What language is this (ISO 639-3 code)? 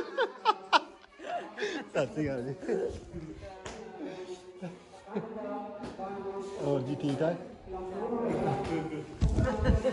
pan